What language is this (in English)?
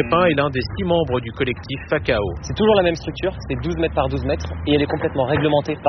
French